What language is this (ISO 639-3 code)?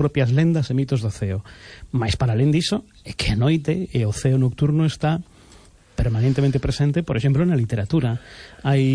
glg